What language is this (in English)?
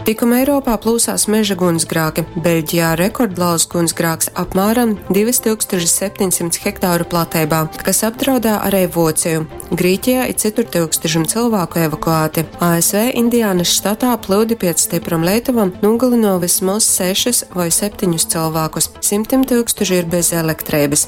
Latgalian